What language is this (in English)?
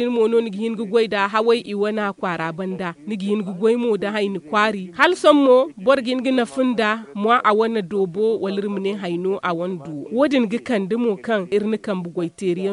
Zarma